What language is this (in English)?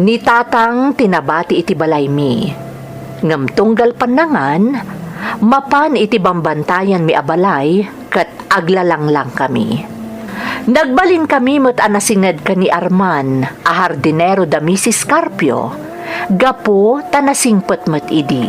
Iloko